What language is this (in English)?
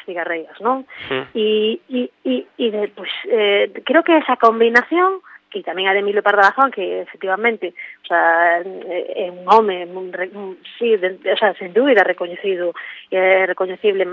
Galician